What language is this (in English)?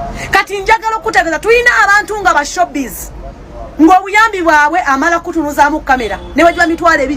Ganda